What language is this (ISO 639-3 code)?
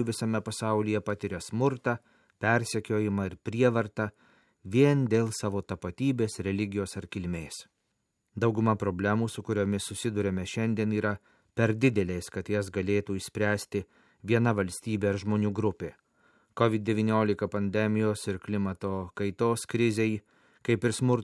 lit